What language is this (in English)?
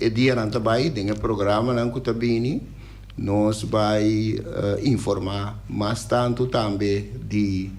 Papiamento